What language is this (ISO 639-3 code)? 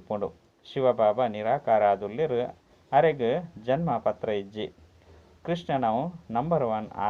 tcy